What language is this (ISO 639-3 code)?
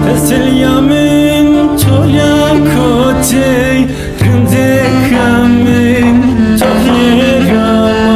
zza